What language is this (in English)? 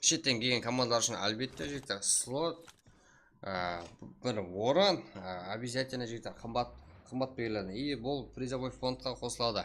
Kara-Kalpak